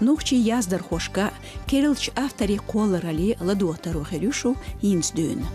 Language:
Chechen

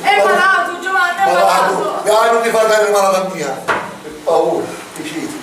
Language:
Sicilian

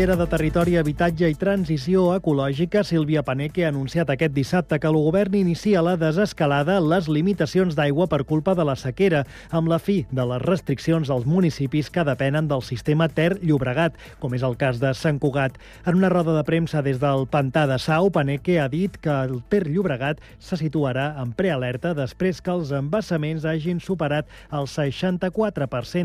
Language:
Catalan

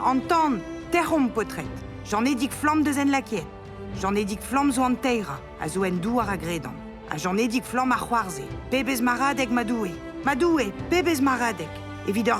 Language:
Breton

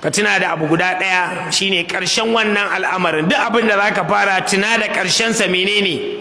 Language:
Hausa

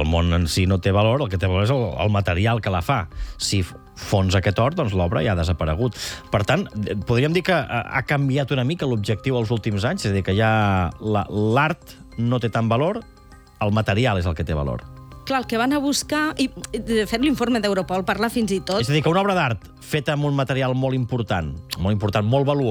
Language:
Catalan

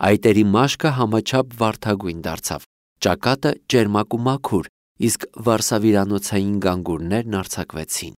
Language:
Armenian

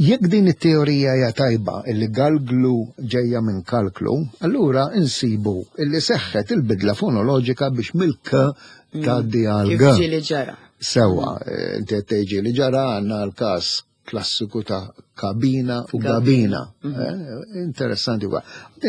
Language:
Maltese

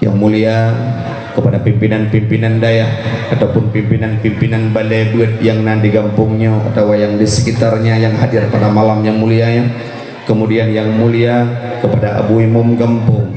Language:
Achinese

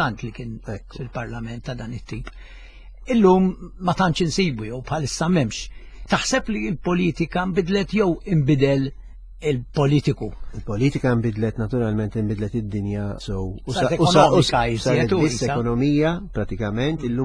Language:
Maltese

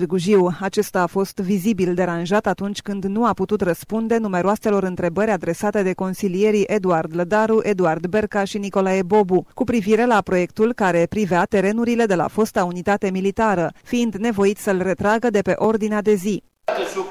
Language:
Romanian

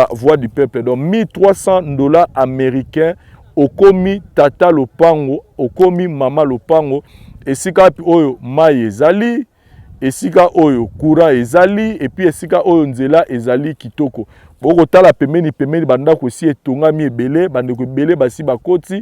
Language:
Lingala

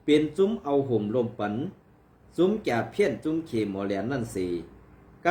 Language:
Shan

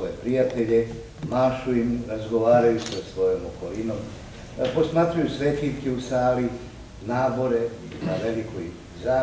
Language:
Serbian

